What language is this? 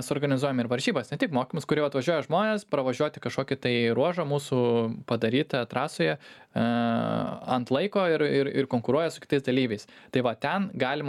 Lithuanian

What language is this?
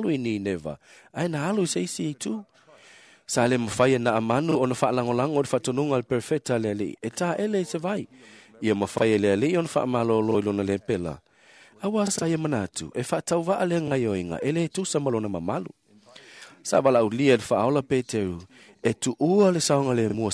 Samoan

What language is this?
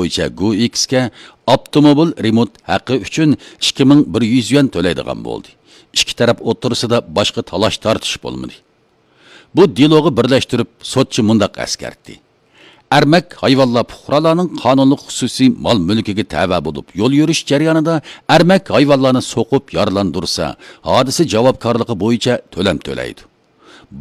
Uyghur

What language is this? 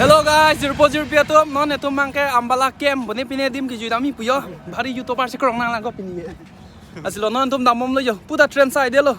Karbi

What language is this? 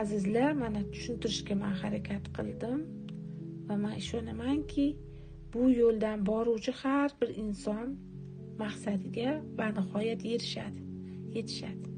Uzbek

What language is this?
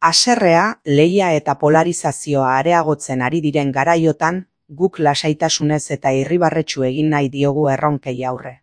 Basque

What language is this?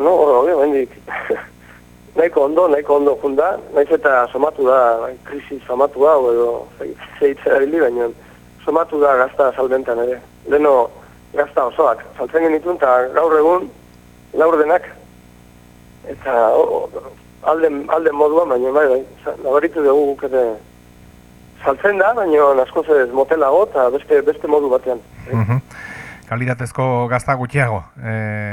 Basque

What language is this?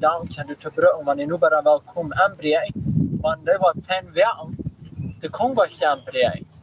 Plautdietsch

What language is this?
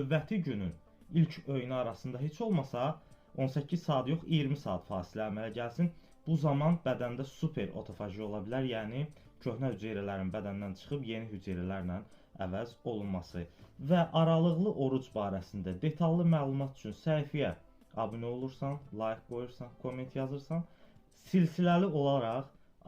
Azerbaijani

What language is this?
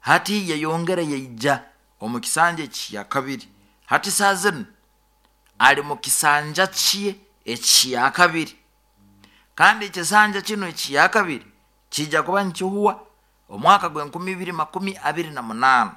Nyoro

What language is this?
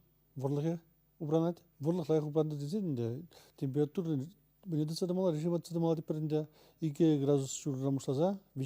Chuvash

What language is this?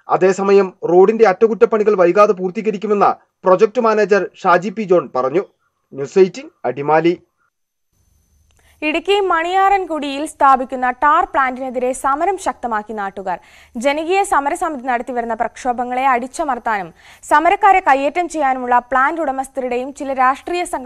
Malayalam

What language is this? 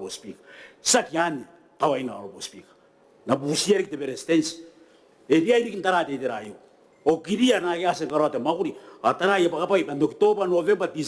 Gilbertese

